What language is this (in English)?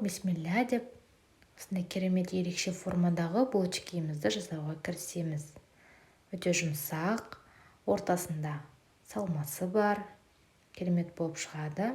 Kazakh